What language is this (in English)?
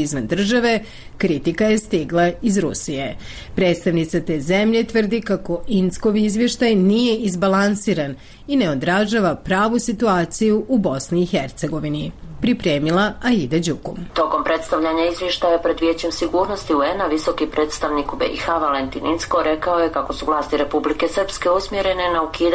Bosnian